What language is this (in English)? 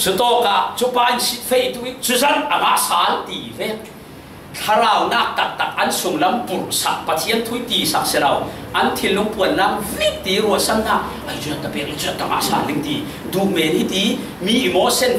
Falam Chin